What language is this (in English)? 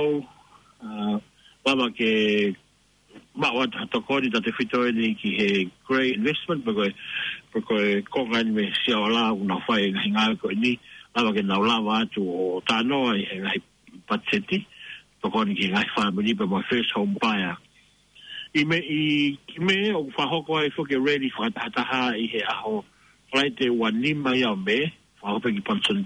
Tongan